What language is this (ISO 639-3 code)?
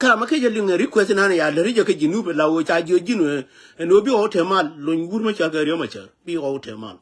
nus